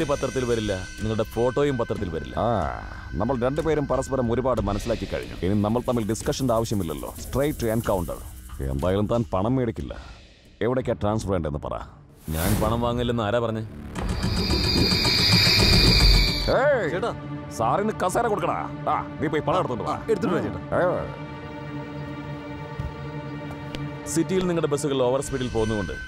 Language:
Malayalam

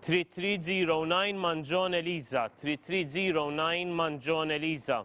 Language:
English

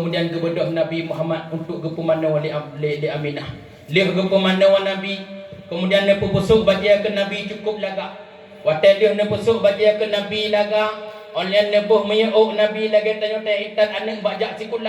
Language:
Achinese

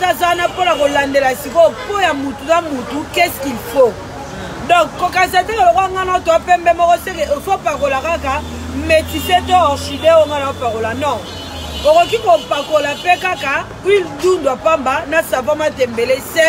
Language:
Lingala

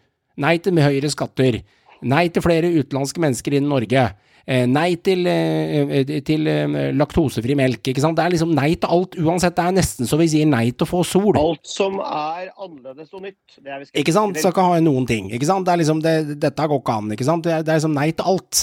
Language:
Norwegian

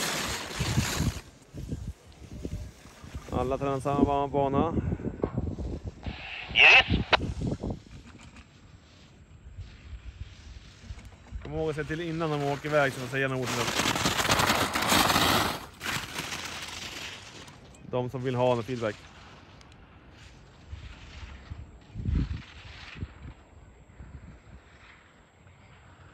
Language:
Swedish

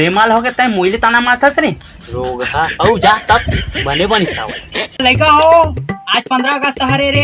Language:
Chhattisgarhi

